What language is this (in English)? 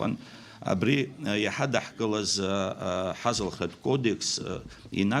Abkhazian